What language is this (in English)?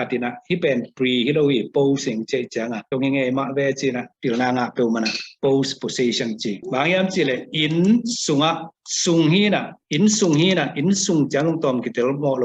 Tedim Chin